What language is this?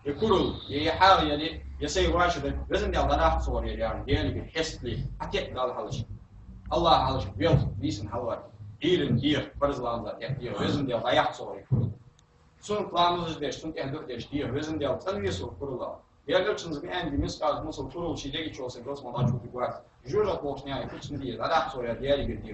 Ingush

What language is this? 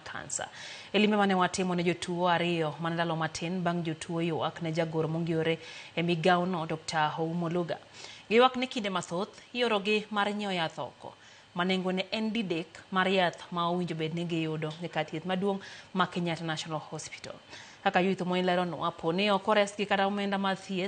Luo (Kenya and Tanzania)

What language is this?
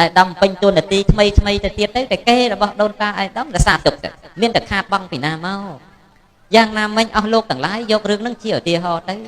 Khmer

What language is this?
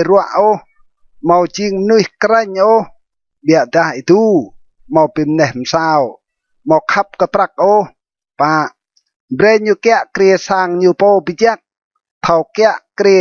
Rade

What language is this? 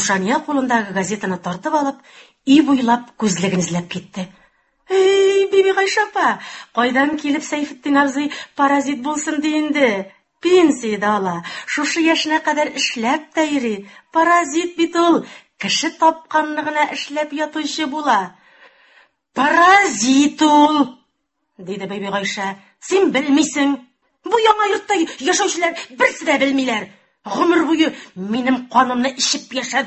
Tatar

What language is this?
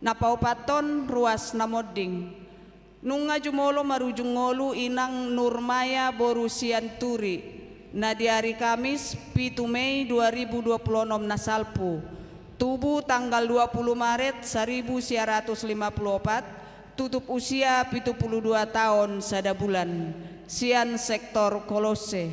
Batak Toba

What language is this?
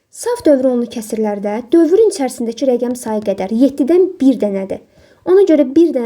Azerbaijani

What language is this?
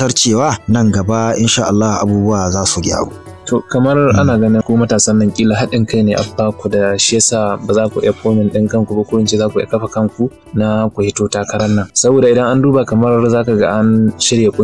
Hausa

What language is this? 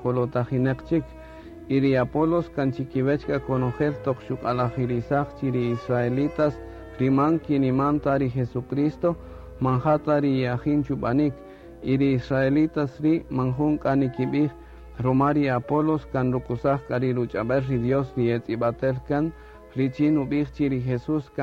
Kaqchikel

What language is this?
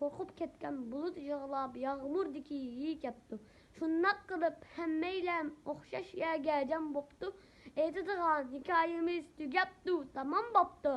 Uyghur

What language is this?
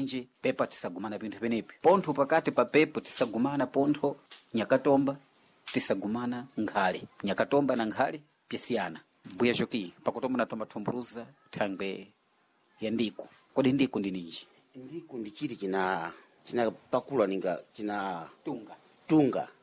Sena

